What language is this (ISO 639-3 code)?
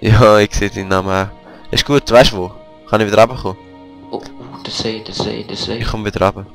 gsw